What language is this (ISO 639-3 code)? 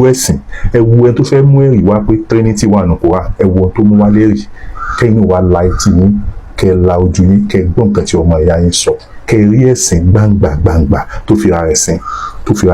yor